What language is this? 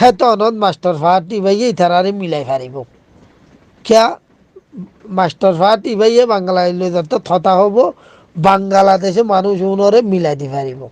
Rohingya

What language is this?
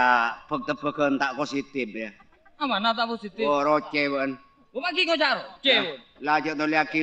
Madurese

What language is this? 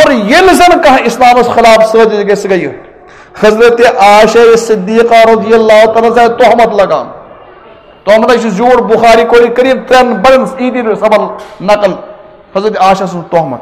Kashmiri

